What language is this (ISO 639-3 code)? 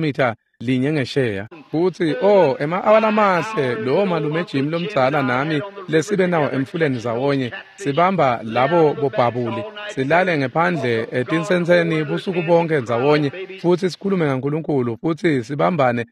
ssw